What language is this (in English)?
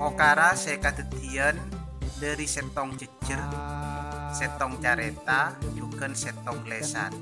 Madurese